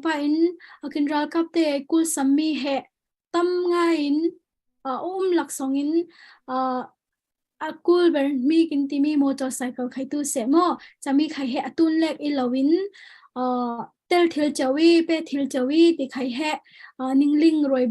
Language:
Falam Chin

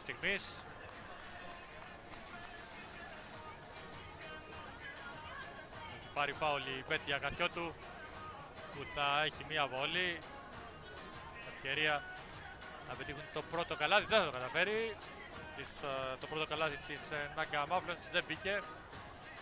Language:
Greek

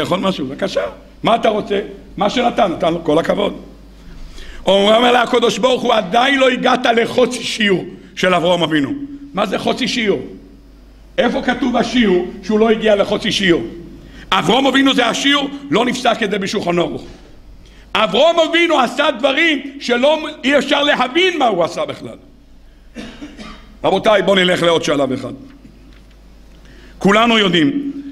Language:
Hebrew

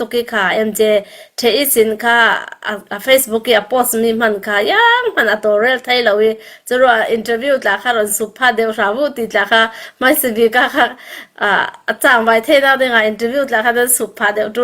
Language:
Falam Chin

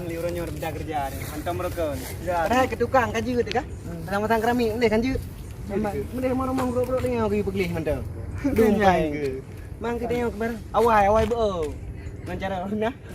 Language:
Achinese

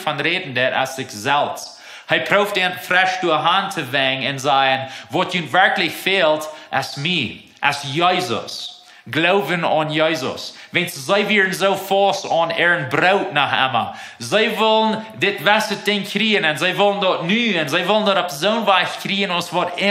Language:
Plautdietsch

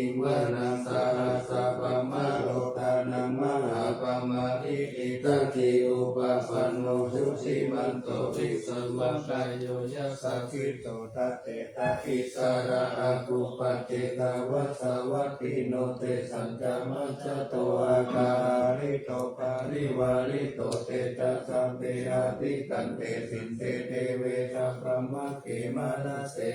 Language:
Pali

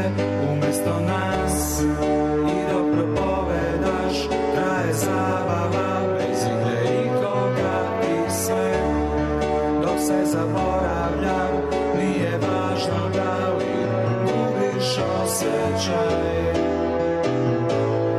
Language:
Serbian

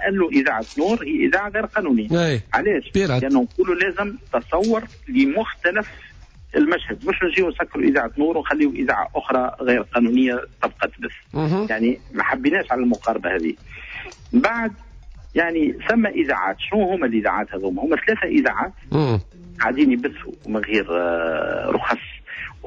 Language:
Tunisian Arabic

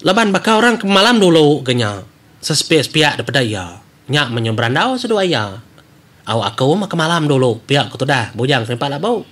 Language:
Iban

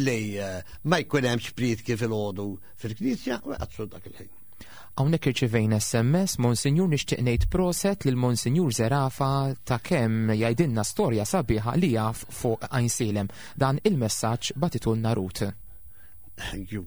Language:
Maltese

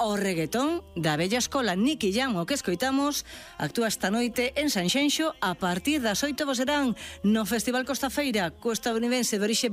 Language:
Galician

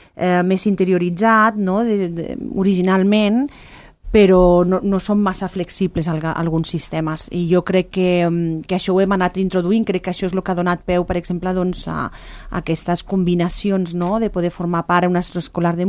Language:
Catalan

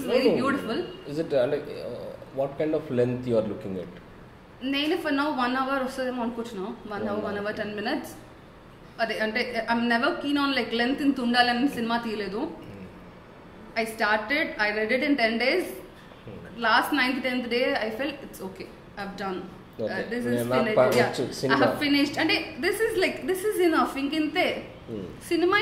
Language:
Telugu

